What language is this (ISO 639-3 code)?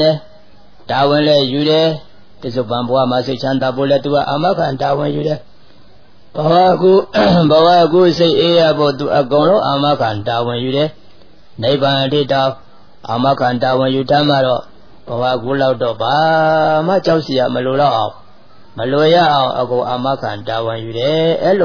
mya